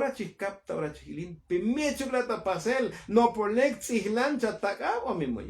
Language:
Tzotzil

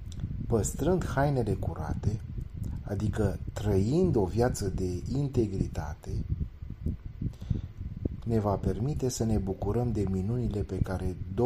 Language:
Romanian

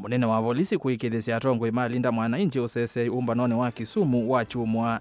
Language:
Kamba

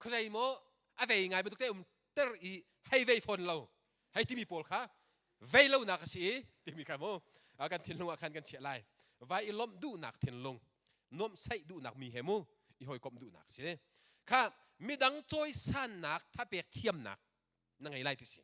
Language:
Hakha Chin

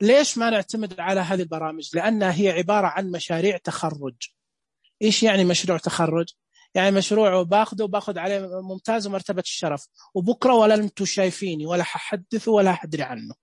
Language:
Najdi Arabic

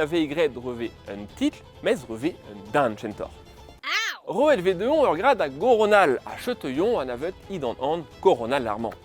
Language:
Breton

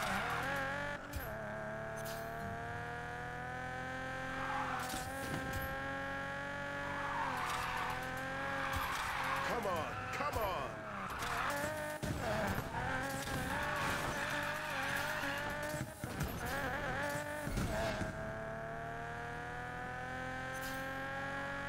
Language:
Portuguese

